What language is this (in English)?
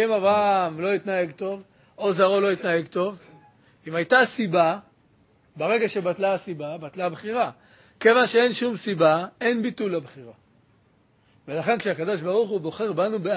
Hebrew